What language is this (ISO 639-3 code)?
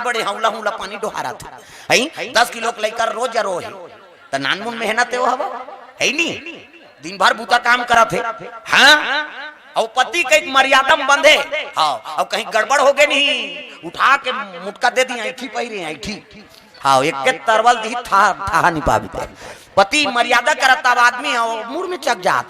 hne